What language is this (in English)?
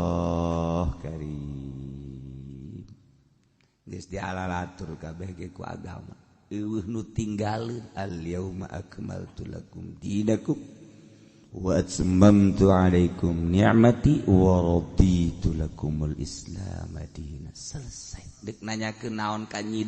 Sundanese